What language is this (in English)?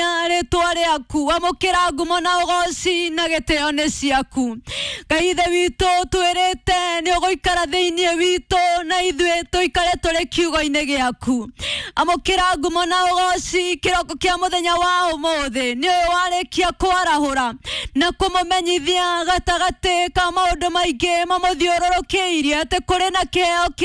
Kikuyu